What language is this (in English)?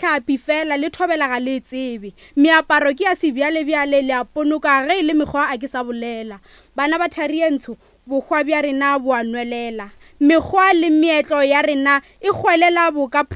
Northern Sotho